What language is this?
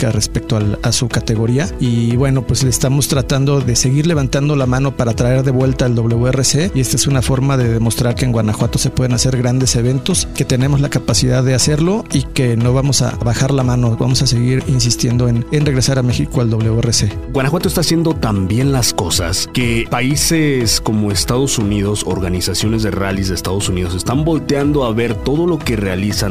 Spanish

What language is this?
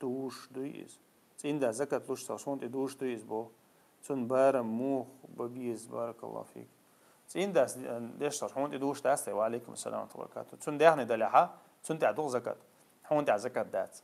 Chechen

